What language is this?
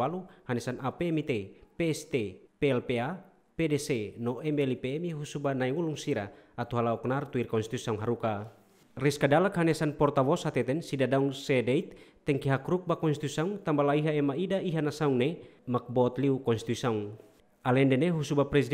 Tetum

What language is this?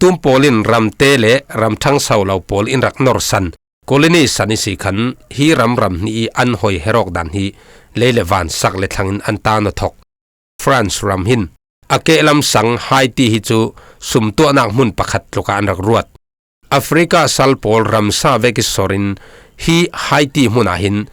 Falam Chin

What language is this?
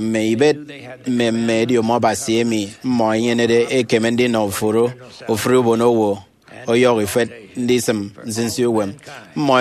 Efik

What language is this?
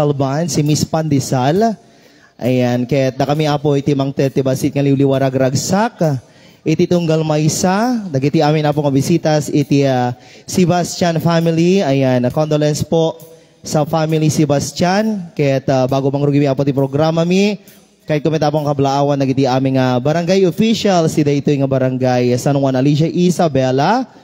Iloko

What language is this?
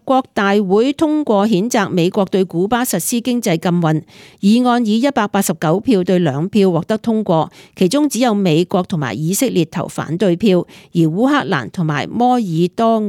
Cantonese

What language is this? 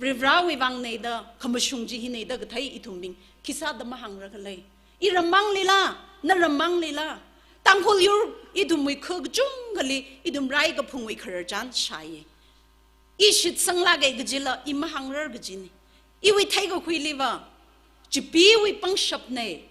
Tangkhul Naga (India)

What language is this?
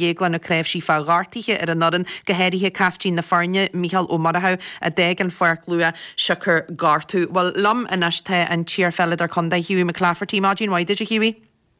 Irish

